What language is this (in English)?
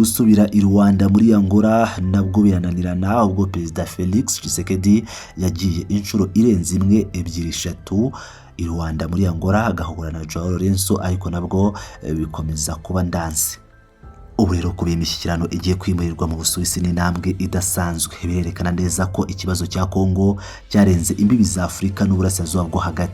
Kinyarwanda